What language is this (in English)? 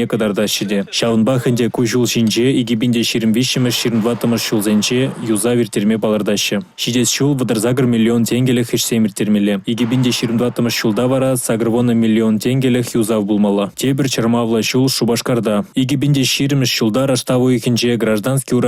Chuvash